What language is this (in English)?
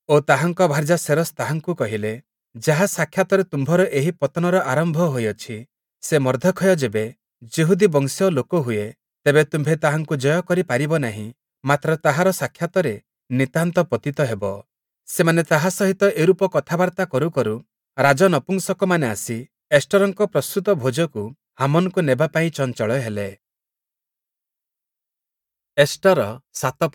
Odia